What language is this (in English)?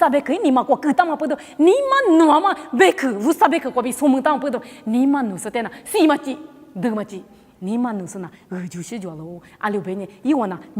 Lisu